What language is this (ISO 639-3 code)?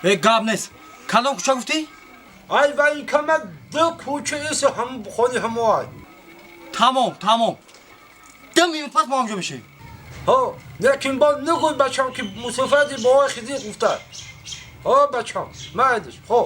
tgk